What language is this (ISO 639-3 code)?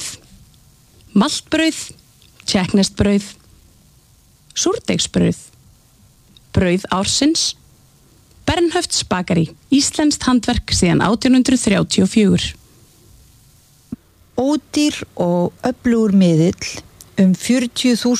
isl